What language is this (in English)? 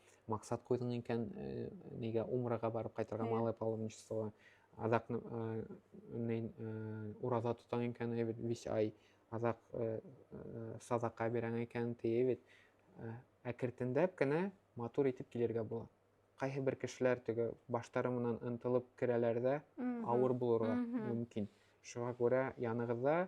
Bashkir